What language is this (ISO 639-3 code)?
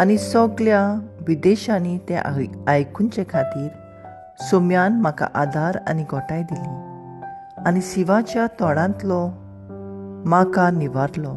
kok